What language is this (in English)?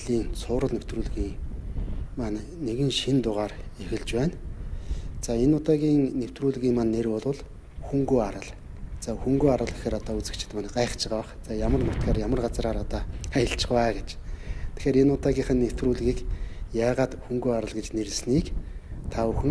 Mongolian